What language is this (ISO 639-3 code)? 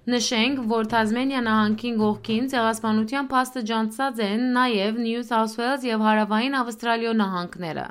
hyw